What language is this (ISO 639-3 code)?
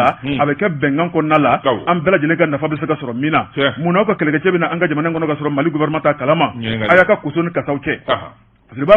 bam